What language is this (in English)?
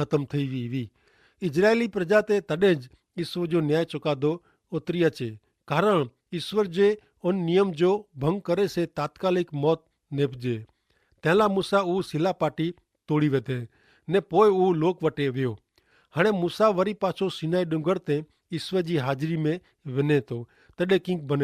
Kachhi